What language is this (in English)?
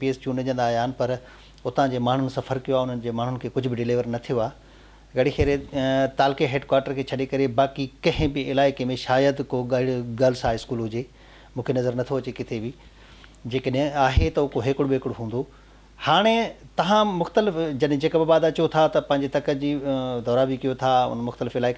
Sindhi